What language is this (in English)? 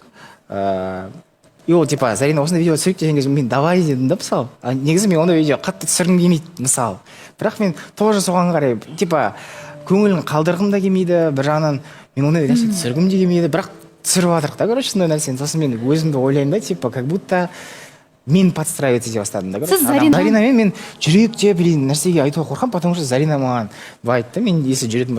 Kazakh